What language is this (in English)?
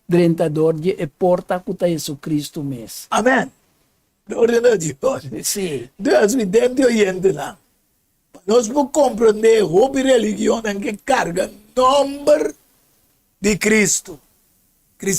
Papiamento